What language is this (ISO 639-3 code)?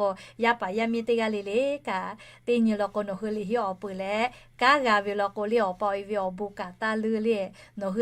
lhu